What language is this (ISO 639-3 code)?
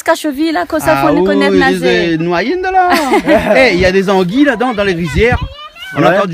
rcf